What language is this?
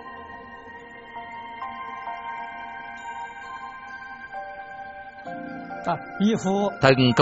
Vietnamese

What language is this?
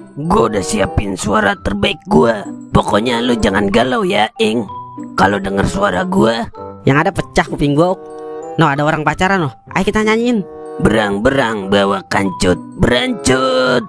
Betawi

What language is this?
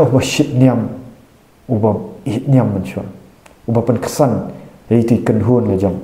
Khasi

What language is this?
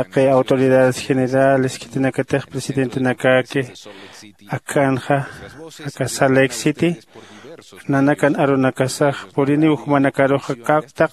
Aymara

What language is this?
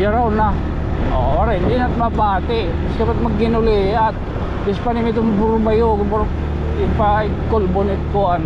Waray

